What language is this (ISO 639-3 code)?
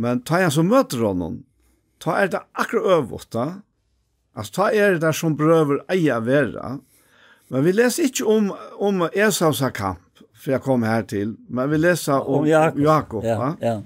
fao